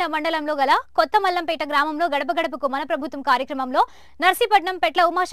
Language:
Telugu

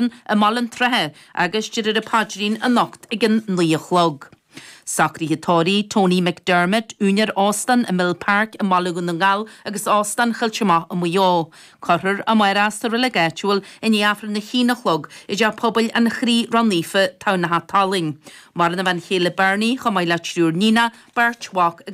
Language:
Irish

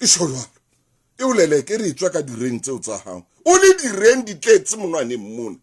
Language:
Southern Sotho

